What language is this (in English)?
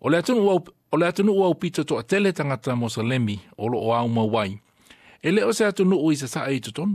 Samoan